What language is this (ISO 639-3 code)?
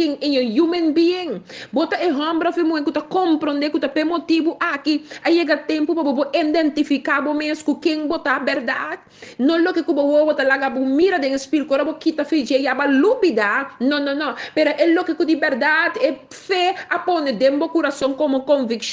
pap